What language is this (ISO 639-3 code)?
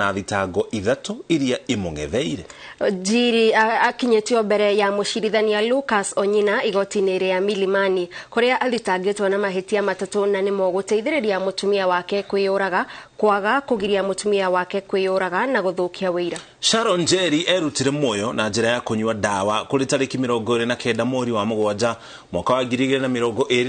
kik